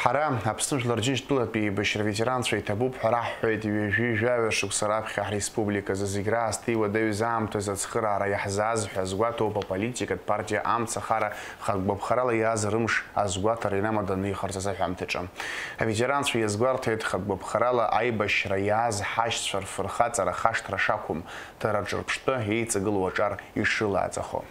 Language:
Abkhazian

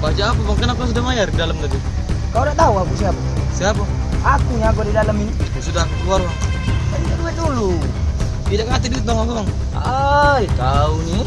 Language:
Musi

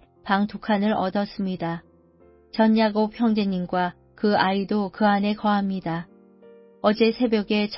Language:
Korean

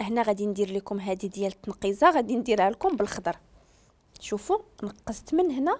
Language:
Moroccan Arabic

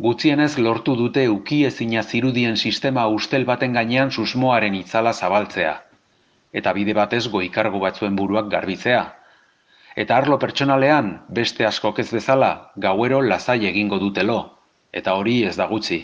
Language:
Basque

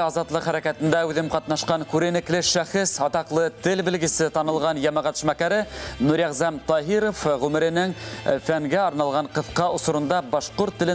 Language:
Bashkir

